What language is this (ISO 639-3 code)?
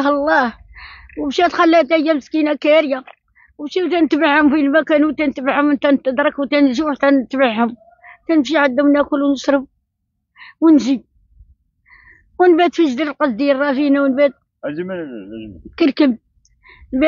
ary